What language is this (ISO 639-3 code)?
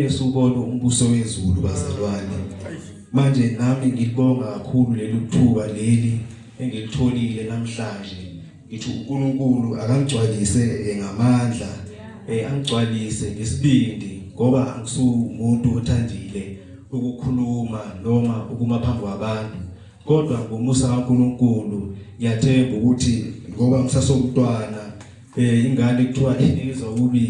zul